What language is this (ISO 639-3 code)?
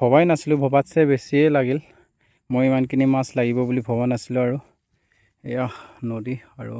asm